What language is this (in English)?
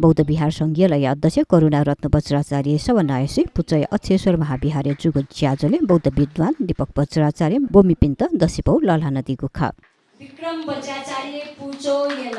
Newari